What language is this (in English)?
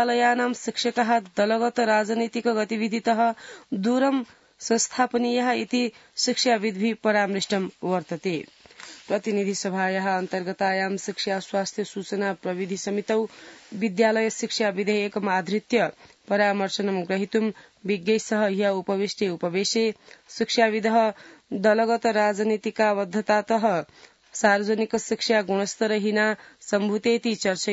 Sanskrit